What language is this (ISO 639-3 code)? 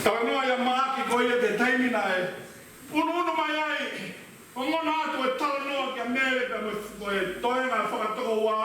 ton